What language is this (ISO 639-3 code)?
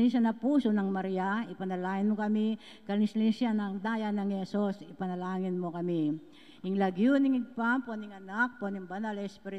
pam